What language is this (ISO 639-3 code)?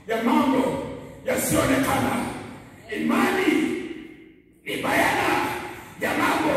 swa